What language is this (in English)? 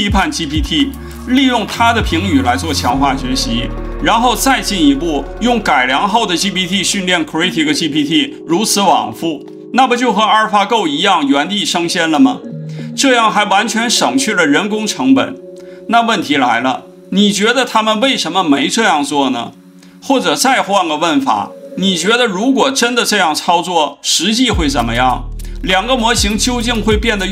Chinese